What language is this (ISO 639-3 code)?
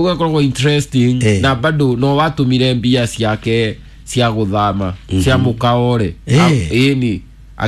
kik